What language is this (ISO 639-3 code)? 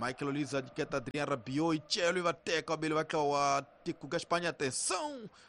tso